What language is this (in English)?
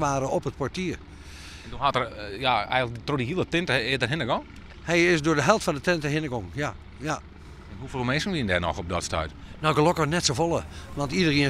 Western Frisian